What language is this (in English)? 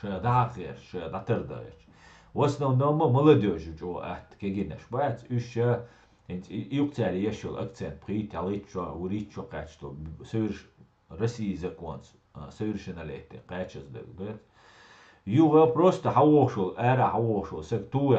Chechen